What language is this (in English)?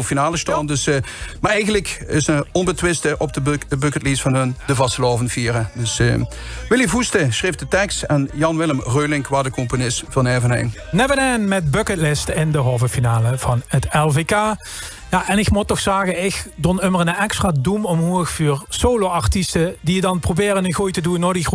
Limburgish